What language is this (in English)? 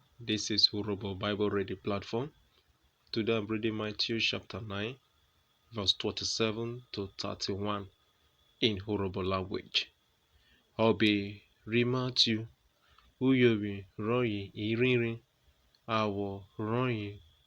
Urhobo